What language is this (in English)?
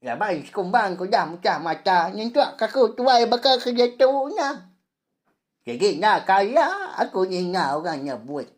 Iban